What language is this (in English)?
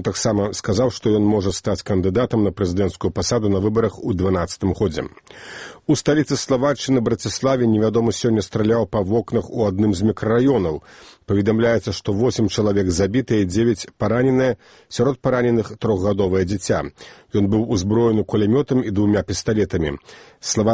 Belarusian